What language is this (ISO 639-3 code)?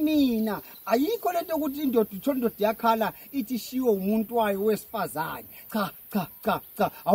zul